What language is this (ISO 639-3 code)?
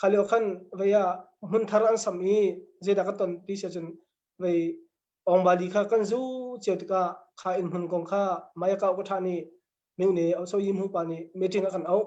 cnh